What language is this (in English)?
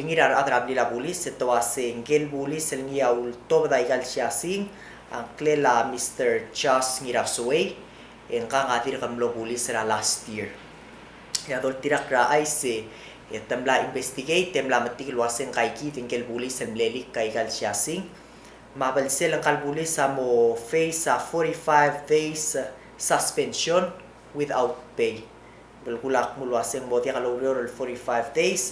Palauan